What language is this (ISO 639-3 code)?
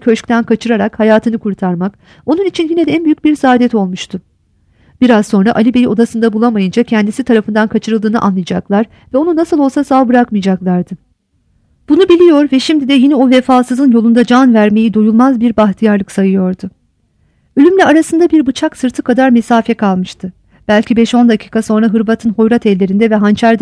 tur